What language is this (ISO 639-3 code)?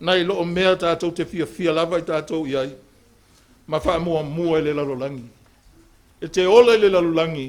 smo